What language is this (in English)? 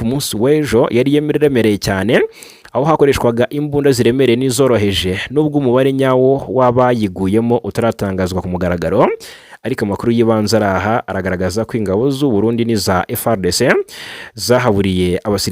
Kinyarwanda